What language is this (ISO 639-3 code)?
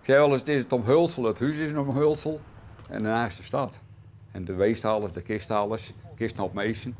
fry